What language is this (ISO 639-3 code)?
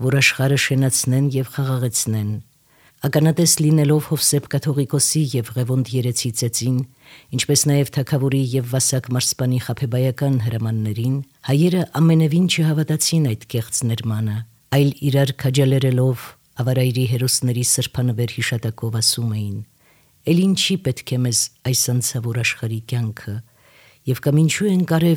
hye